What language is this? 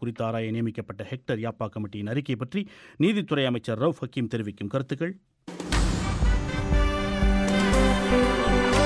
Tamil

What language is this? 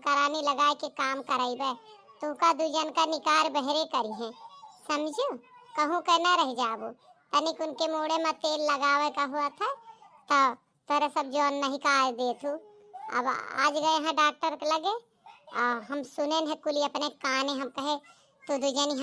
Awadhi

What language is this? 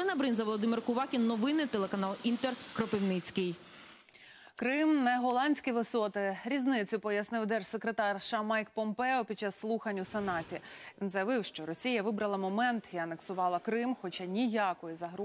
Ukrainian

